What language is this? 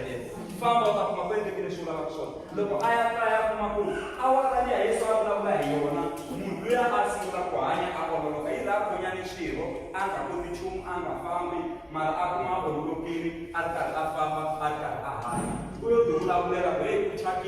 Tsonga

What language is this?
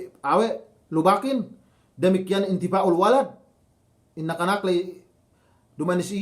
Yakan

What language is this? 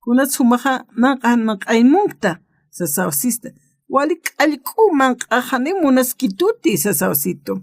Aymara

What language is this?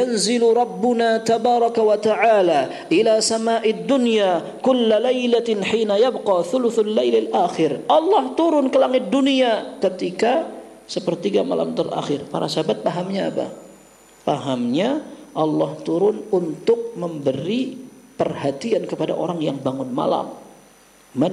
Indonesian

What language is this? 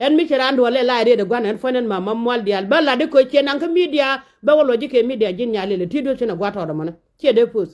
Nuer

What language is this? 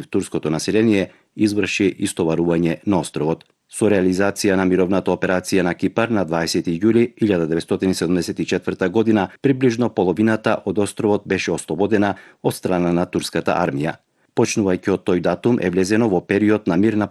Macedonian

